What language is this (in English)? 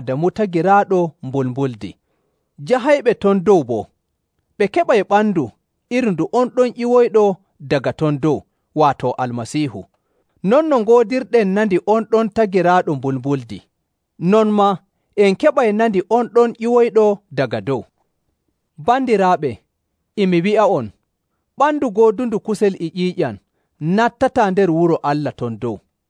Nigerian Fulfulde